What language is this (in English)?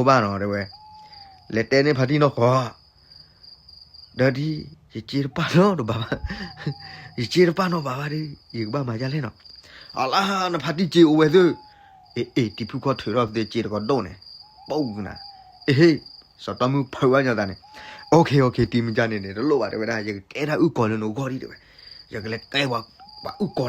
S'gaw Karen